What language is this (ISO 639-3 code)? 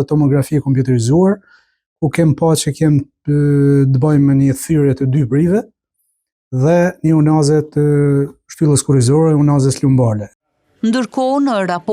sqi